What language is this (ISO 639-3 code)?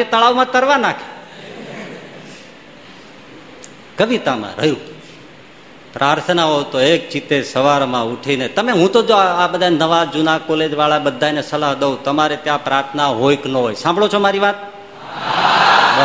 guj